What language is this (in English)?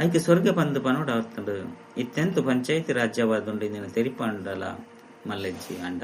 Tulu